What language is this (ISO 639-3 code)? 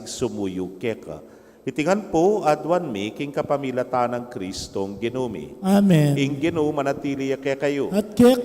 pam